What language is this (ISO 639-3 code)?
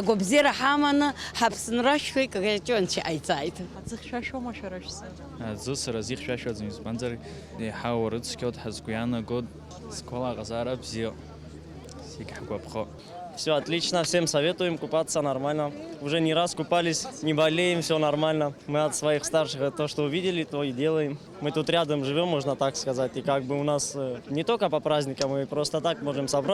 abk